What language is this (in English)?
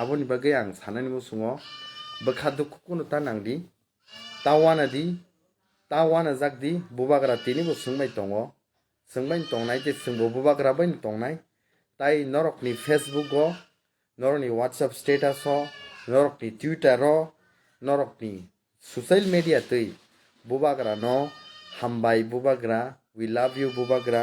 Kok Borok